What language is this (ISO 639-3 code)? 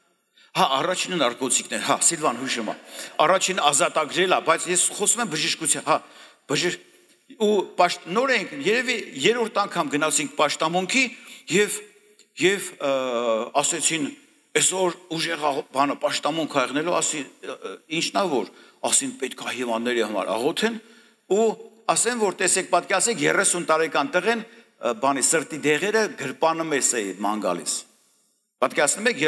hye